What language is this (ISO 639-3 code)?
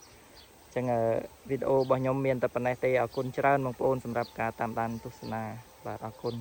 khm